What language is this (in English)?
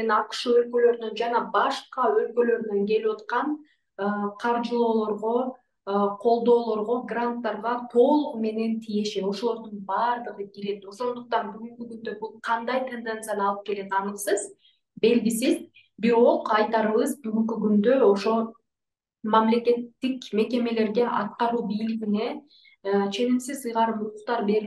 Kyrgyz